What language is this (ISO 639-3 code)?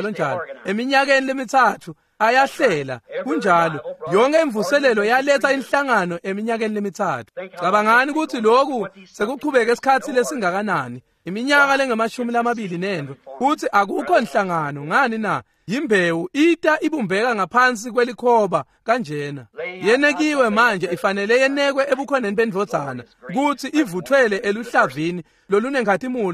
ssw